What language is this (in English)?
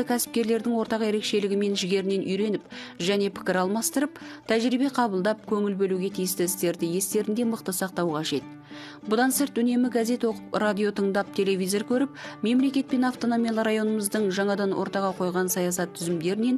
Kazakh